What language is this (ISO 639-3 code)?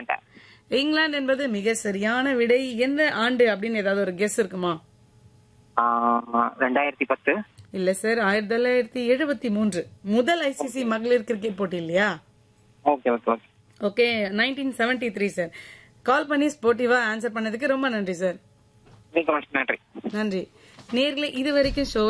tam